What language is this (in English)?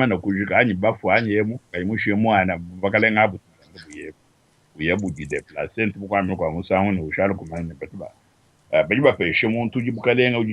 Luba-Lulua